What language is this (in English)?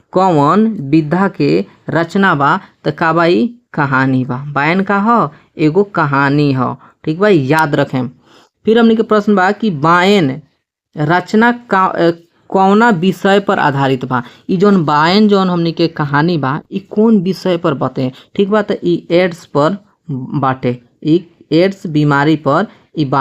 Bhojpuri